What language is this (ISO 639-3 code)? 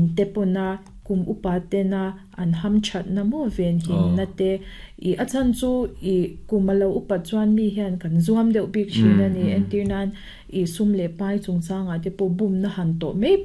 lus